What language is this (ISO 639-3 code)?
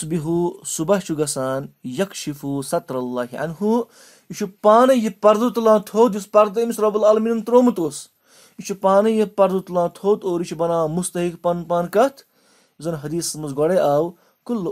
kas